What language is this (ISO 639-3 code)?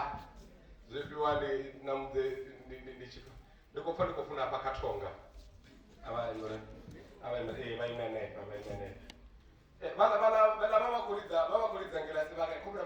ven